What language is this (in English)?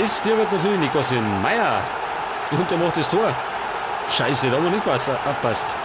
Bavarian